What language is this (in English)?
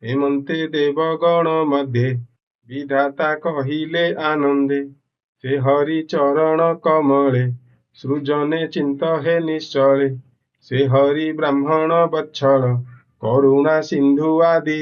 Odia